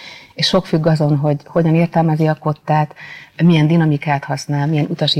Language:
Hungarian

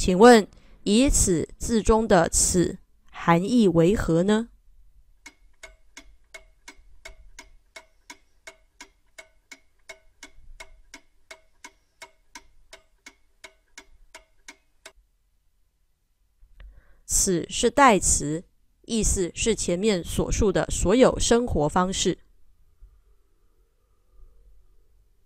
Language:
Chinese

